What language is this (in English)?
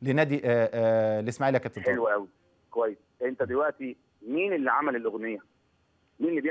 Egyptian Arabic